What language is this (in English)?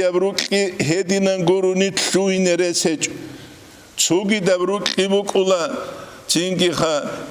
Avaric